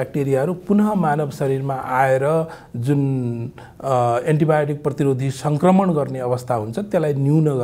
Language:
Nepali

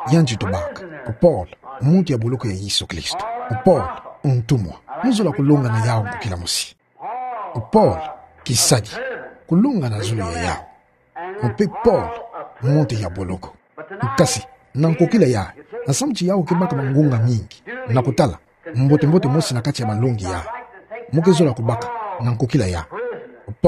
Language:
Kituba (Democratic Republic of Congo)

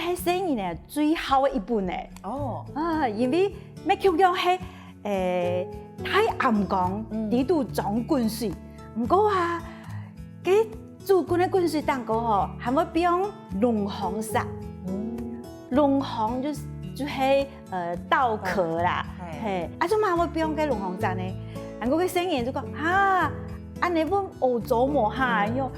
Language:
Hakka Chinese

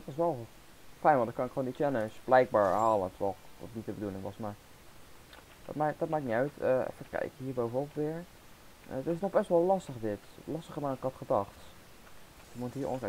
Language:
Dutch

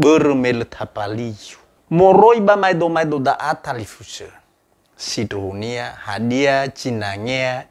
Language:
Nias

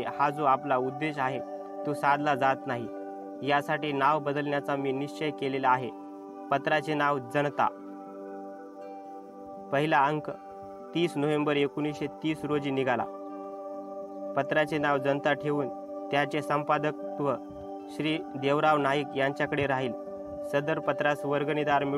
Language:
Marathi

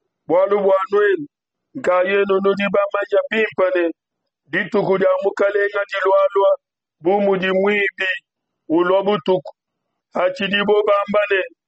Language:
Luba-Lulua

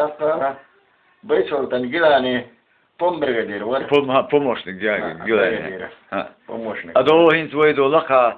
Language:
Chechen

